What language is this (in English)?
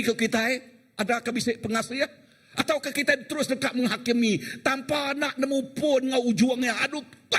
Iban